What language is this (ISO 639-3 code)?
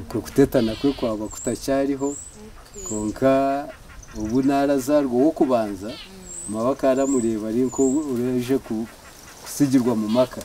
nyn